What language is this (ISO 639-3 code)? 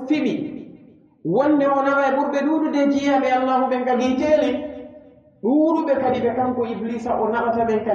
fuf